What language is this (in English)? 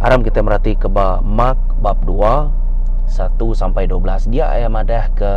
Iban